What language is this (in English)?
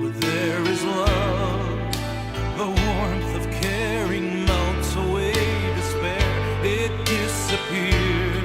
Papiamento